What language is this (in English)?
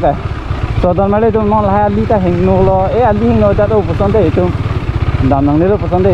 Karbi